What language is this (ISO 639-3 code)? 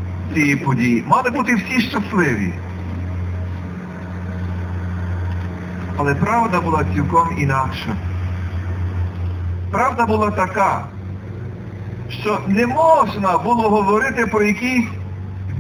ukr